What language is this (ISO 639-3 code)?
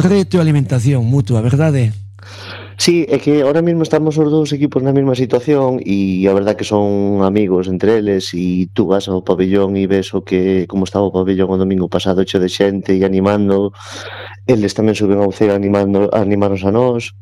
glg